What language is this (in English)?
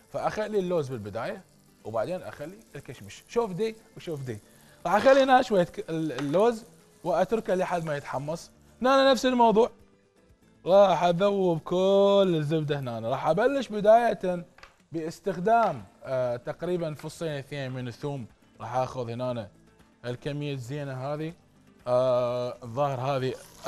Mesopotamian Arabic